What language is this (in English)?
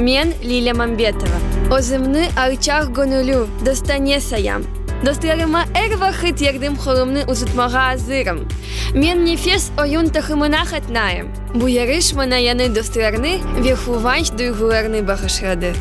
Crimean Tatar